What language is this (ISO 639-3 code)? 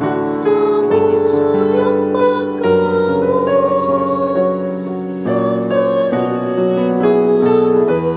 bik